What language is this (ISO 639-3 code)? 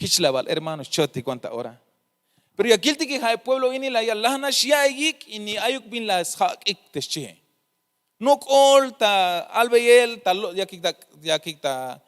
tzh